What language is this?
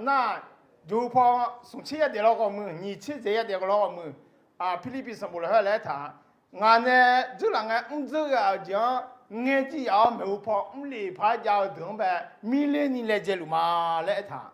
Akha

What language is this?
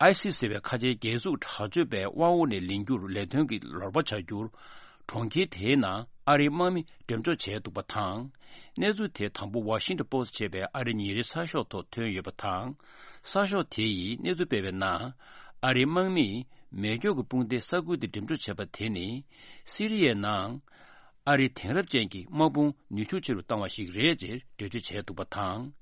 Tibetan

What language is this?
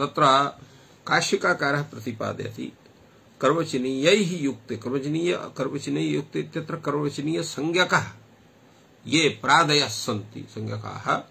Sanskrit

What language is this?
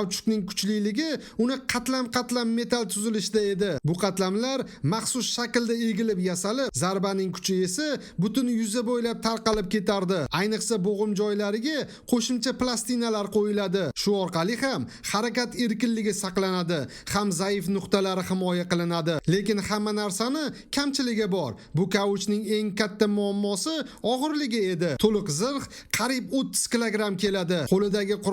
Uzbek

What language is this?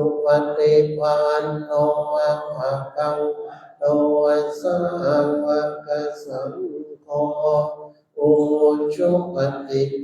Pali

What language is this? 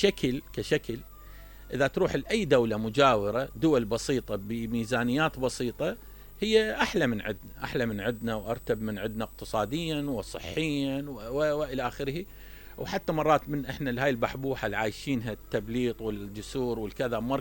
Mesopotamian Arabic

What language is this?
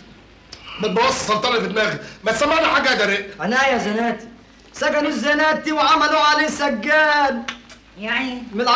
Egyptian Arabic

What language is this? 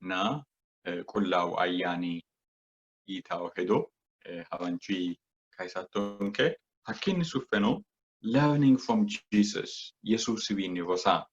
Sidamo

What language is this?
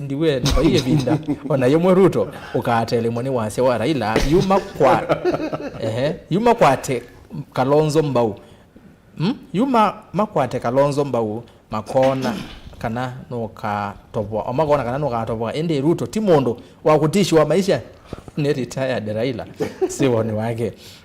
Kamba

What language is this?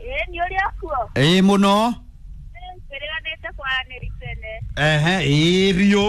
Kikuyu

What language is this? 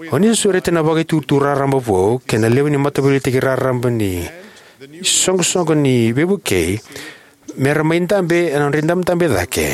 Fijian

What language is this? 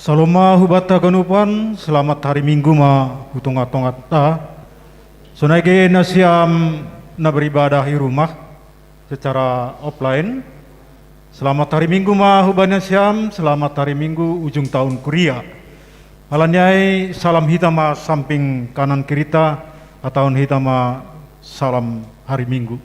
Batak Simalungun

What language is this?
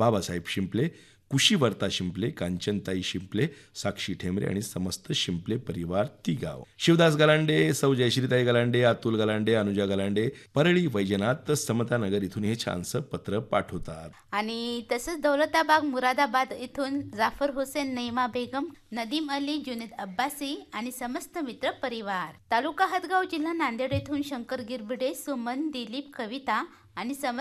Marathi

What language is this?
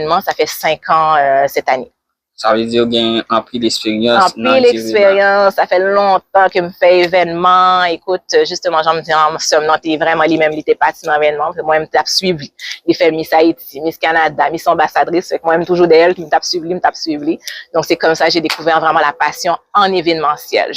Haitian Creole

